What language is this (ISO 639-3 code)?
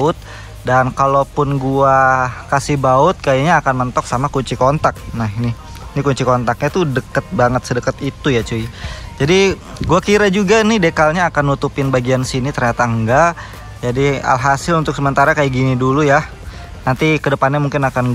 ind